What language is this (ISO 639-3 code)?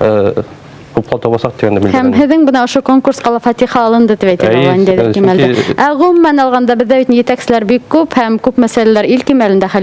bak